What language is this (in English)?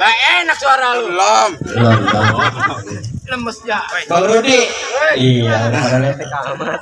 Betawi